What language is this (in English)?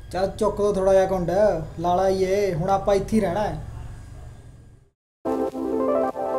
Punjabi